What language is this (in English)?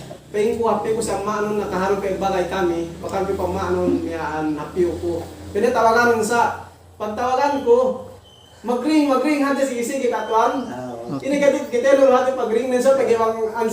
Yakan